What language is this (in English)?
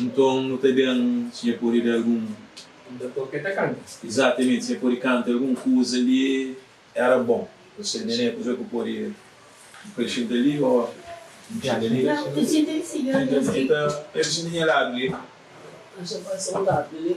Kabuverdianu